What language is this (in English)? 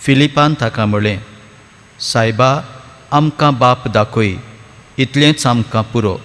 Konkani